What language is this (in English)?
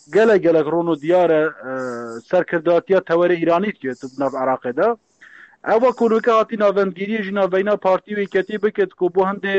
Kurdish